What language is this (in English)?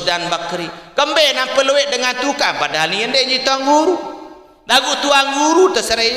Sasak